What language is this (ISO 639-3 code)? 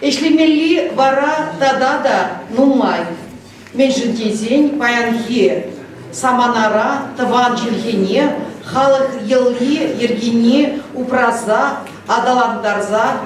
chv